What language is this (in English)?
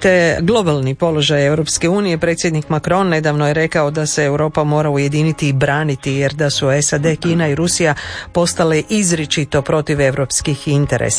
Croatian